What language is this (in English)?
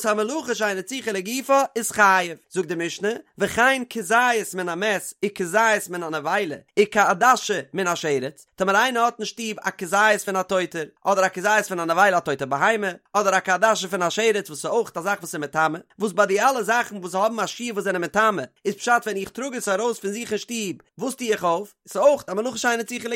Yiddish